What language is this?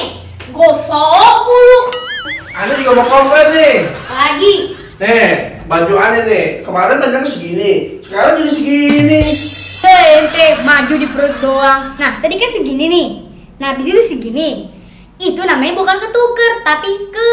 Betawi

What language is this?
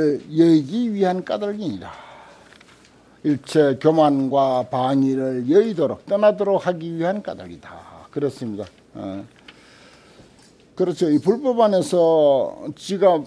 Korean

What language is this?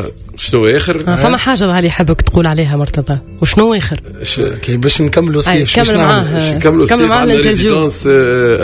Tunisian Arabic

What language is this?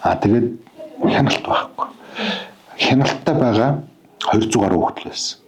Mongolian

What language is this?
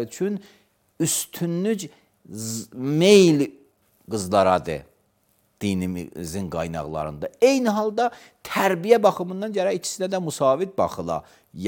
Azerbaijani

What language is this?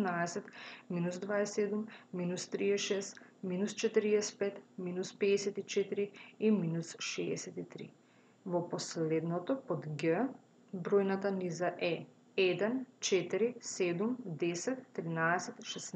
Macedonian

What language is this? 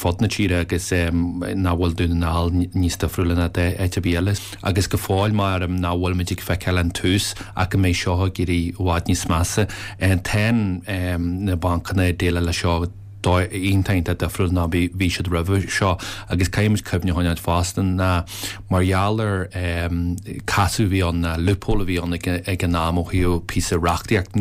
Irish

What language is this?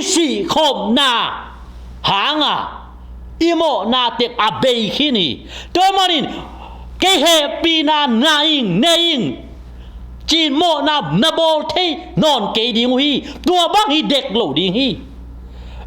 Tedim Chin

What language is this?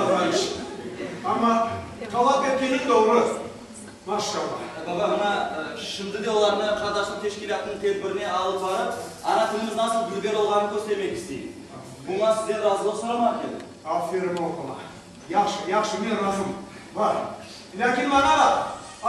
Crimean Tatar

